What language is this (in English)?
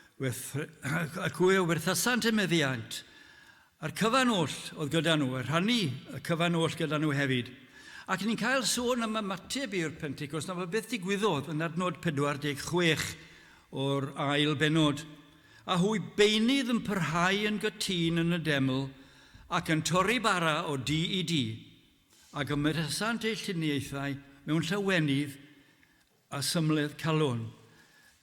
Welsh